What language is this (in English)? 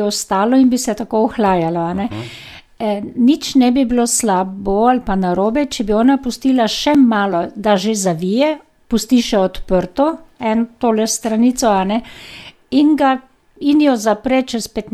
Slovenian